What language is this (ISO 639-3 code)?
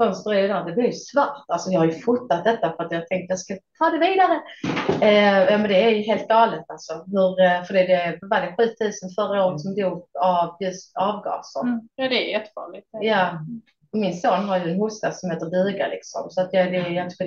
swe